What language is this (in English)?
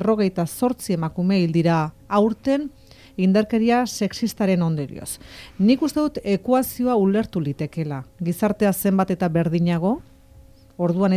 Basque